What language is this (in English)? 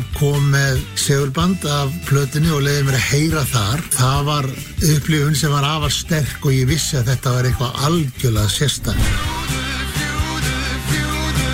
Icelandic